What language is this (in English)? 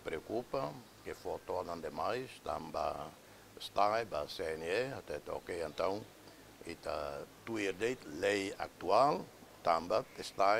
Tetum